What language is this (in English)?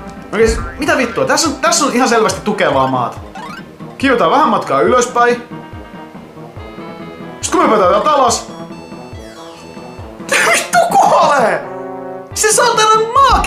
Finnish